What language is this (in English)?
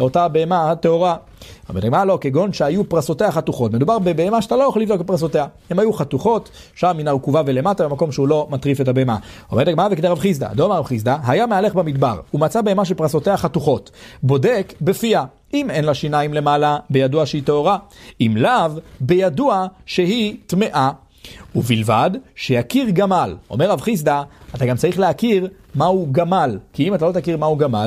Hebrew